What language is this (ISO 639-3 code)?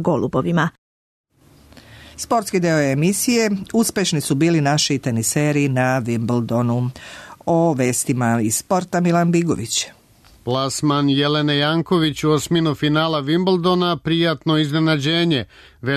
srp